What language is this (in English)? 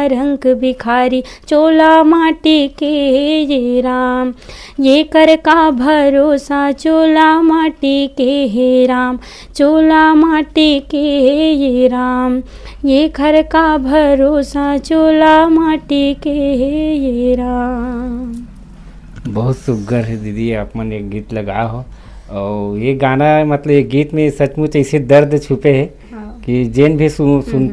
Chhattisgarhi